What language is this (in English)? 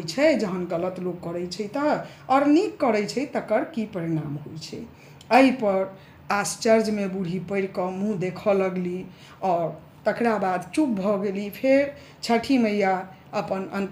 Maithili